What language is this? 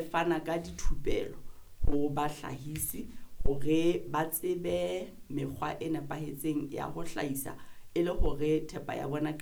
Southern Sotho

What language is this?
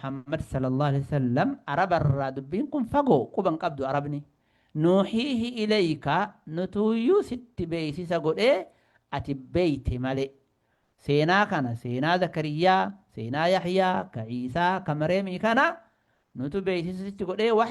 Oromo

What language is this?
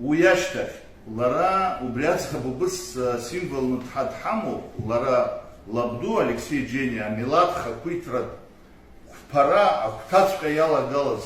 Abkhazian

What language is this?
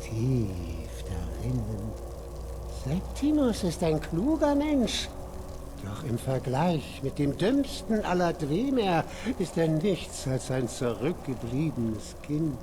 Bavarian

